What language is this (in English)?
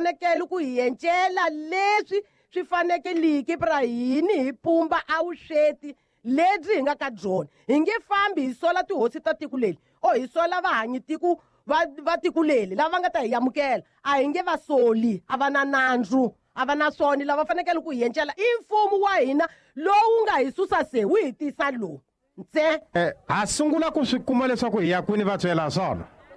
Tsonga